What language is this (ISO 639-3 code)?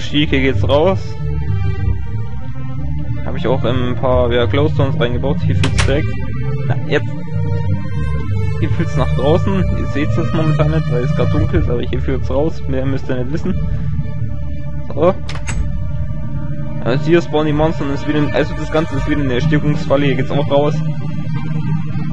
deu